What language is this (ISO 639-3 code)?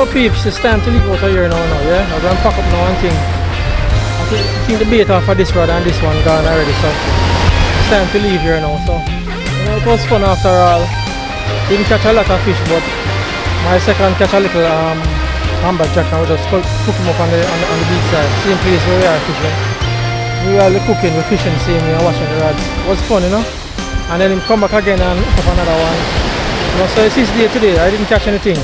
jam